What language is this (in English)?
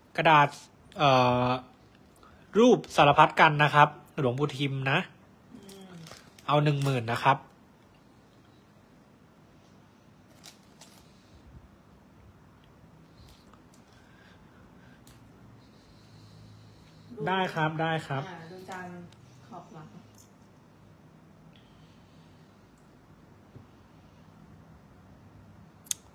Thai